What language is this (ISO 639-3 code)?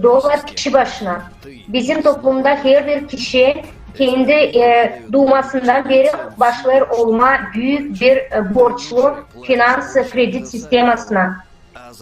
gag